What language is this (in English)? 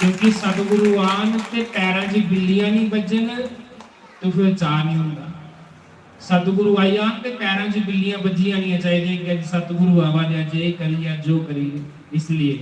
Dogri